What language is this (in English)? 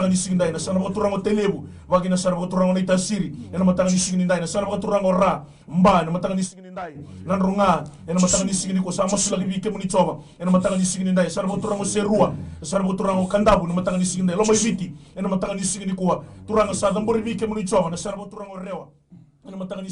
Fijian